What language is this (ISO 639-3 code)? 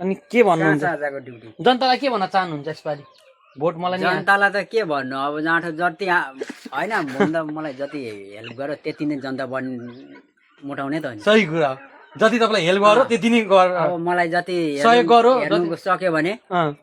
nep